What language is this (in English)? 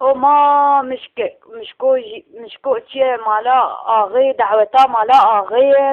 Kurdish